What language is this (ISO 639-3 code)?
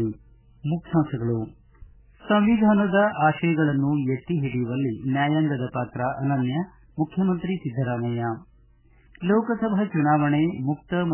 kan